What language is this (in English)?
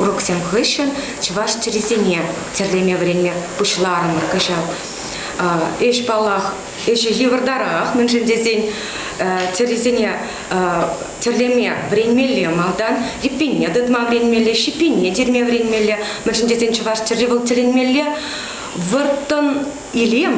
Chuvash